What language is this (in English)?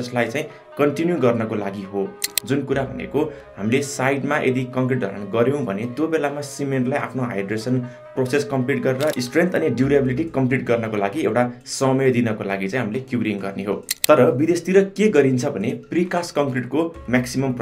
Nepali